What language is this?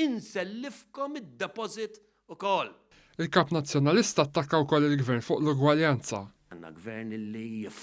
Maltese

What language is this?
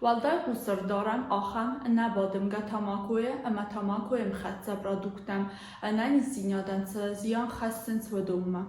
Ossetic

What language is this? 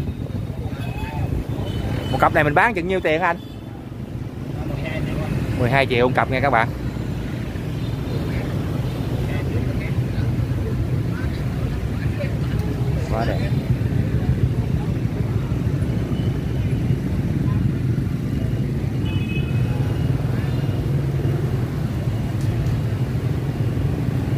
Vietnamese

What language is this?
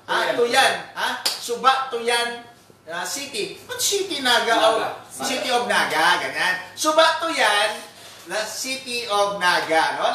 Filipino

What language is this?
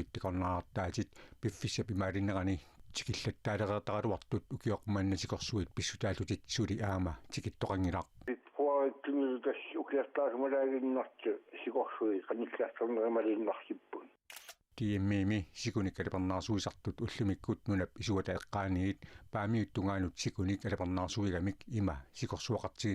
Kalaallisut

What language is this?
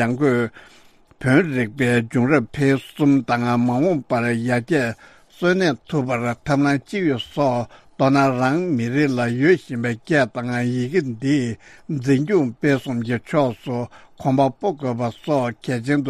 Tibetan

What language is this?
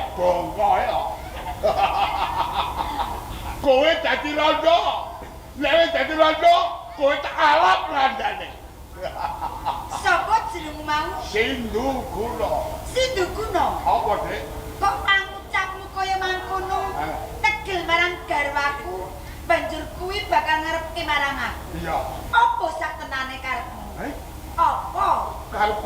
Javanese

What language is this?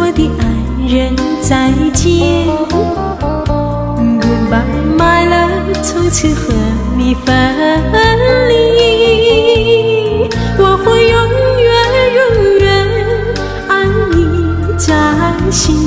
Chinese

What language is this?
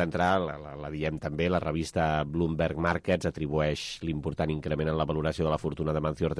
Catalan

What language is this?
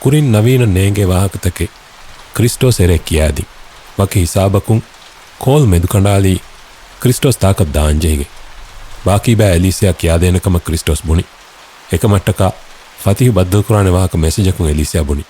Divehi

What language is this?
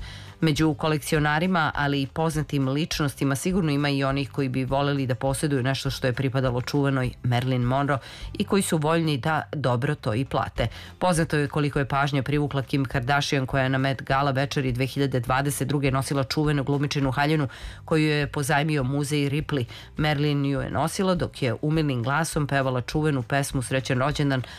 Serbian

